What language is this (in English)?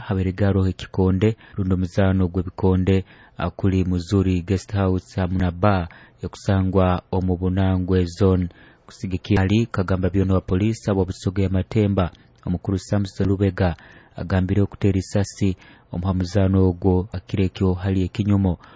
Nyoro